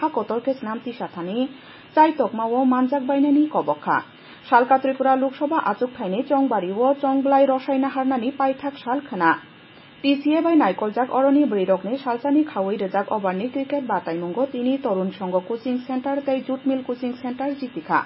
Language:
Kok Borok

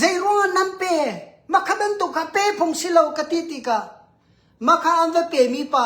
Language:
Hakha Chin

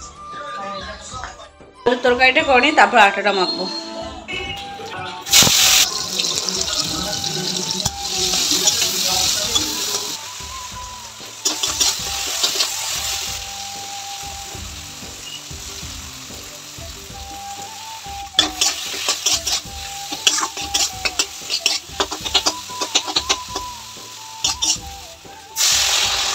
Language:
Bangla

